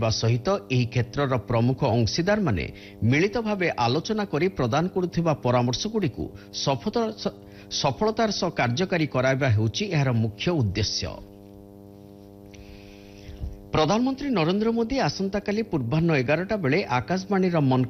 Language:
Odia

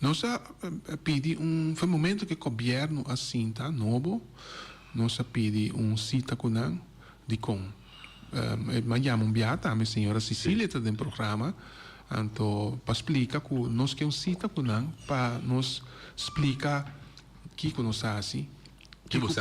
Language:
Papiamento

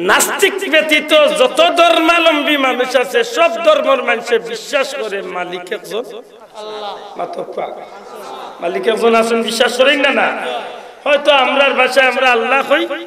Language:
Sylheti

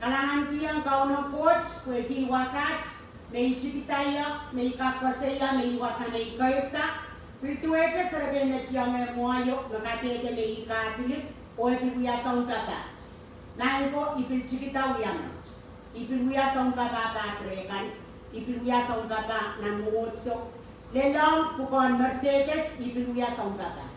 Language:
Pohnpeian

